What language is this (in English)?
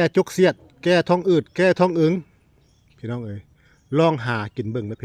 Northeastern Thai